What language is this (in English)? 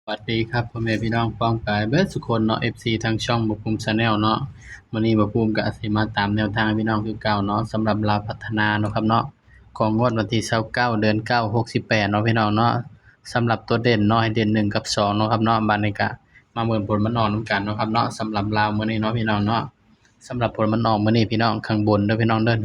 Northeastern Thai